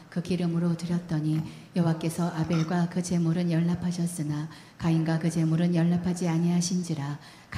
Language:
Korean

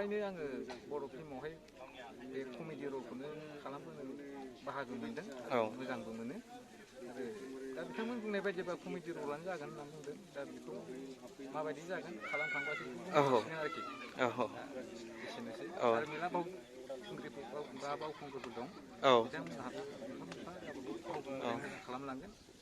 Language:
Bodo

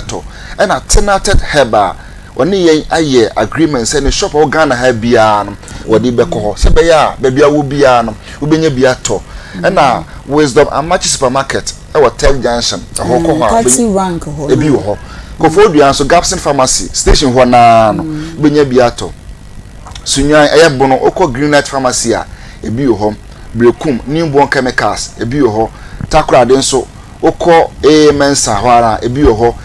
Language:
Akan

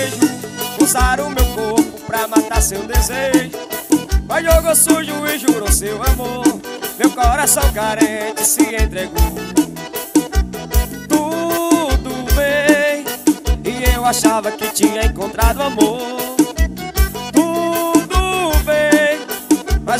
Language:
Portuguese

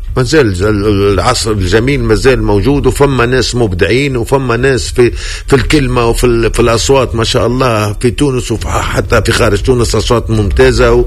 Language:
Tunisian Arabic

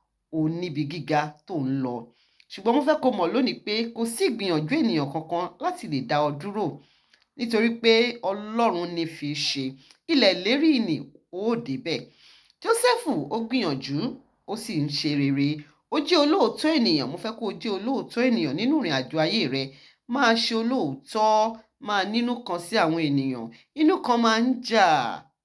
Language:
Yoruba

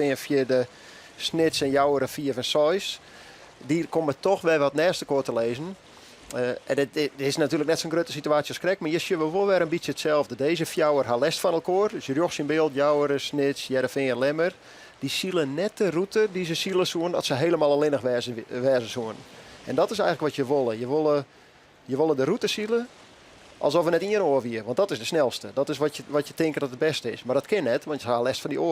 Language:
Western Frisian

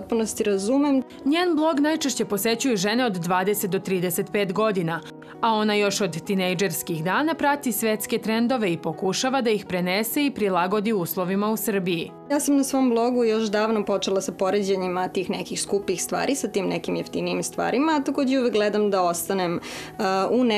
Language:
Serbian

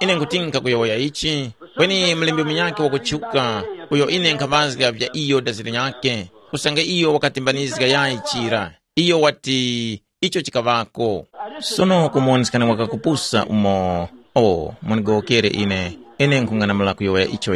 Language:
Tumbuka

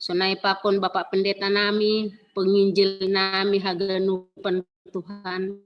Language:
Batak Simalungun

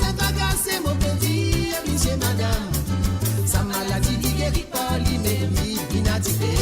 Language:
Morisyen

